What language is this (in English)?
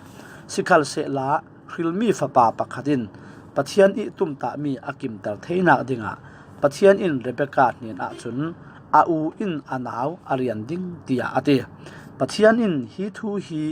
Falam Chin